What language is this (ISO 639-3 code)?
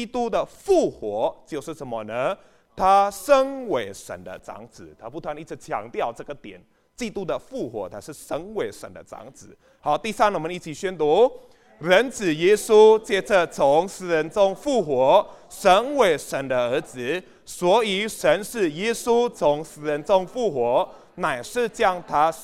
zho